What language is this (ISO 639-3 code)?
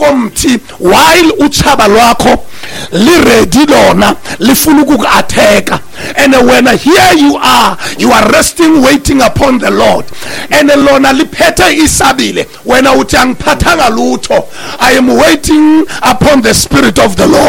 xho